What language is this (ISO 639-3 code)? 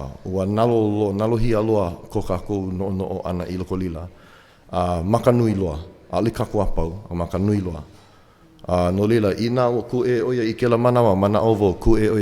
haw